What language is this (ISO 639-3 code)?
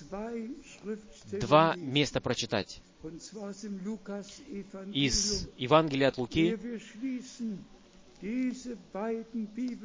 rus